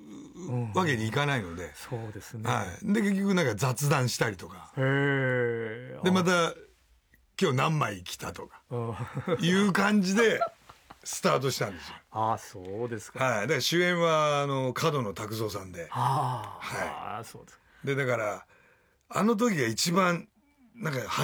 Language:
Japanese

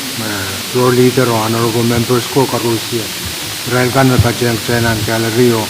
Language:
Pohnpeian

